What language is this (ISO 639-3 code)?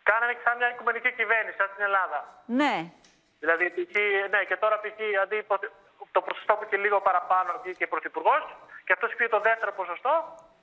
ell